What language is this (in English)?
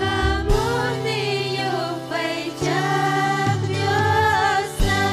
Ayacucho Quechua